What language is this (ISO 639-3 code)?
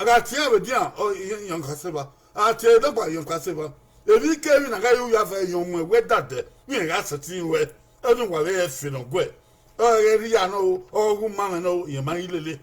bin